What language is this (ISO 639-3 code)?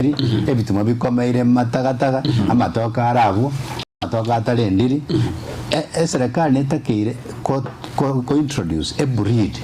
guz